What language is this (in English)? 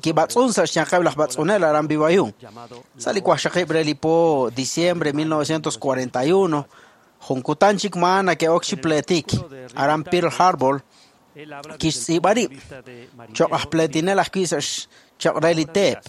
Kekchí